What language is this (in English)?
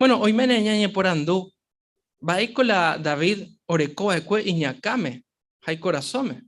Guarani